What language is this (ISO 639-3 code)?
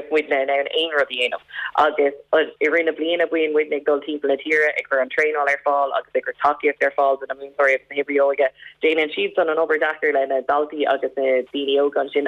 gle